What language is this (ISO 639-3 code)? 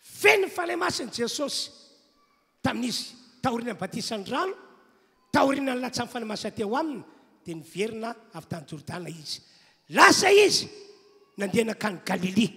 mlg